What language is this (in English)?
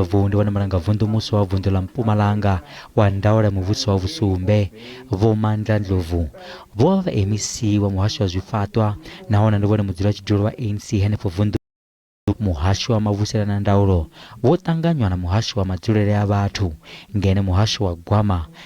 Venda